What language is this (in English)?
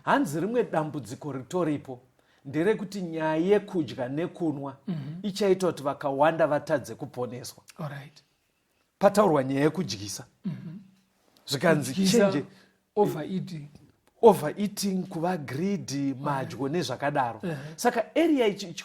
Shona